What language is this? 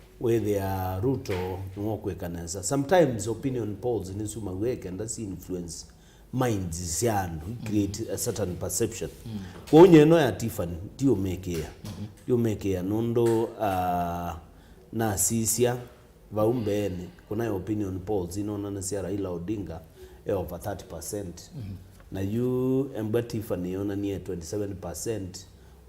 Kamba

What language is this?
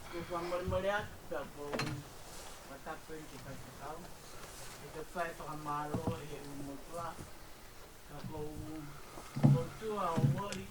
Tongan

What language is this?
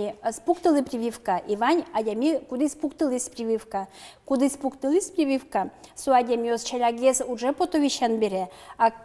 Udmurt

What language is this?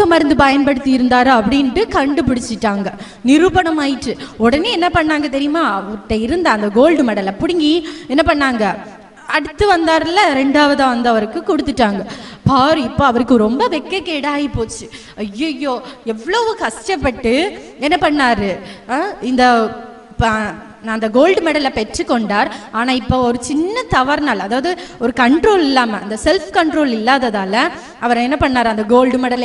Tamil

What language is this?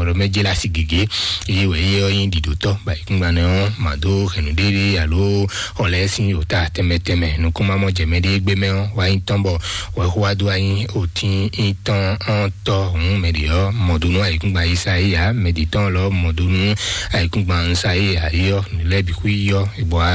Fon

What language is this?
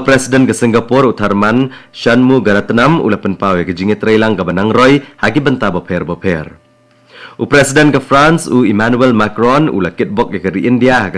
Khasi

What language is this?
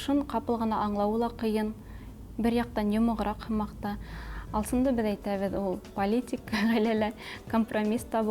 Bashkir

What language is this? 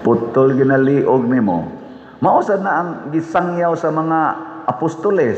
Cebuano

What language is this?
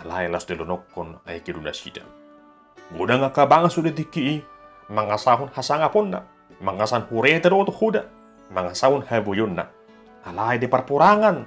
Batak Toba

